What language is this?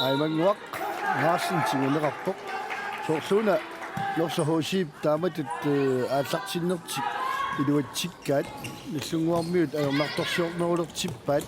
Kalaallisut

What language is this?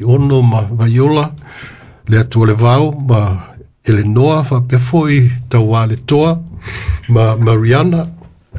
Samoan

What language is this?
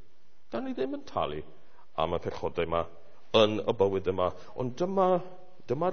Welsh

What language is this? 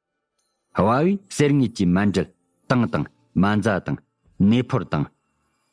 Tibetan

